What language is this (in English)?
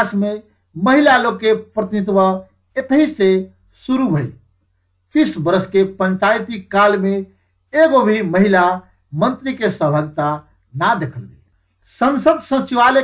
Bhojpuri